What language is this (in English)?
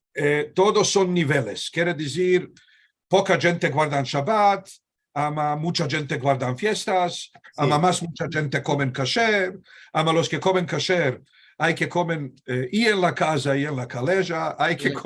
Ladino